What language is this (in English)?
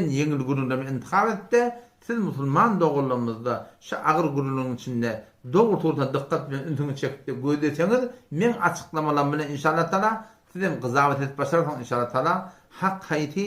Turkmen